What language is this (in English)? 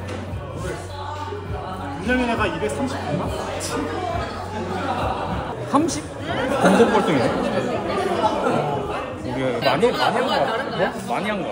Korean